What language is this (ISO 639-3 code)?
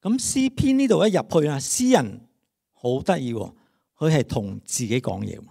yue